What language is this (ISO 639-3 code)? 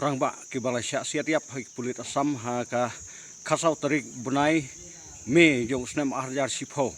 kha